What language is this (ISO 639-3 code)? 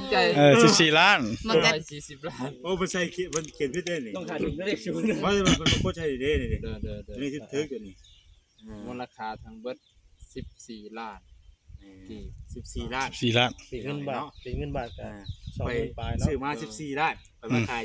tts